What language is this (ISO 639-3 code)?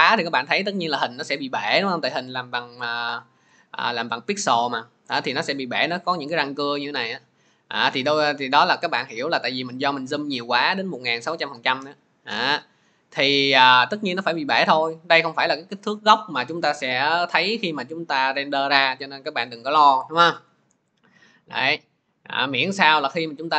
vie